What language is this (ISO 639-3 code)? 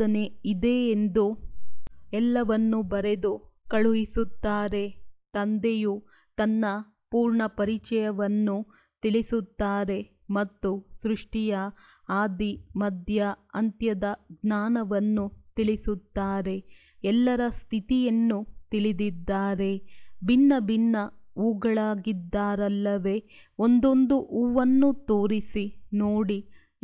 kan